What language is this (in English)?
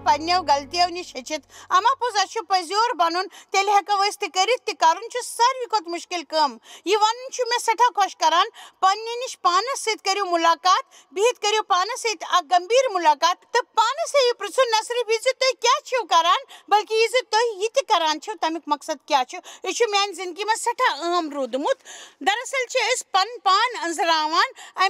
Kashmiri